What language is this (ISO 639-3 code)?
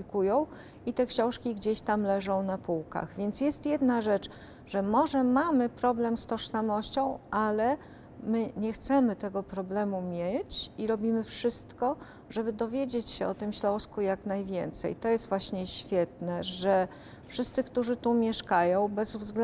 pol